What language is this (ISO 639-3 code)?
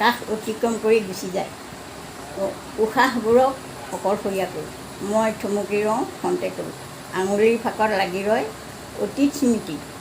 asm